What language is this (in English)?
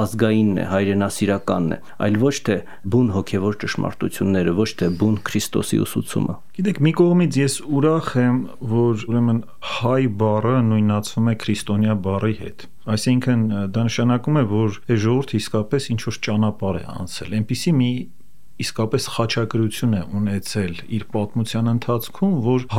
Armenian